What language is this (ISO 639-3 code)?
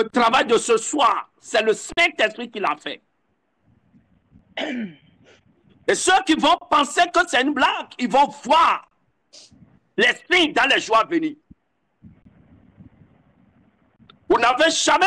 fra